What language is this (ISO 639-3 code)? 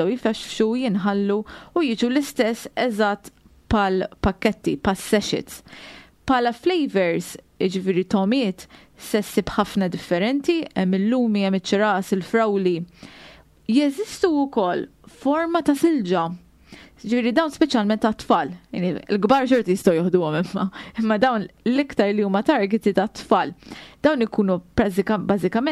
mlt